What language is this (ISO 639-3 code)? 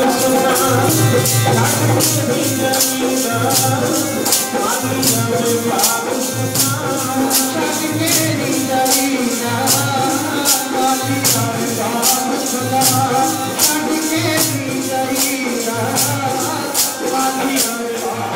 pan